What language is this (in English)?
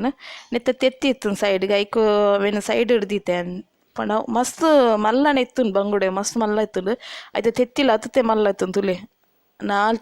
Tulu